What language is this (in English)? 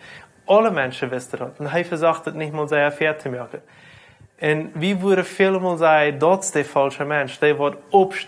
Plautdietsch